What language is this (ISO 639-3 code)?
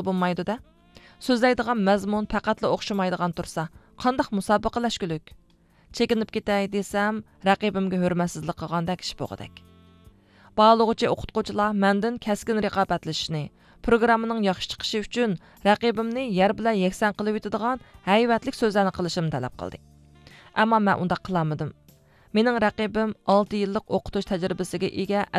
uig